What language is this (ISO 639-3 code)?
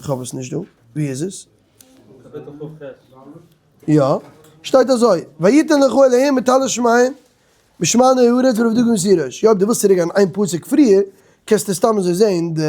yid